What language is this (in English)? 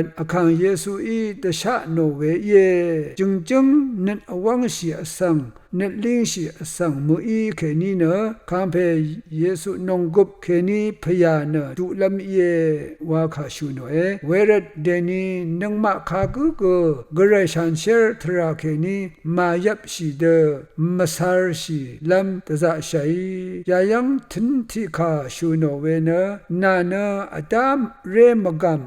Rawang